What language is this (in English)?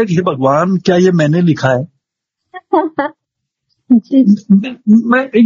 Hindi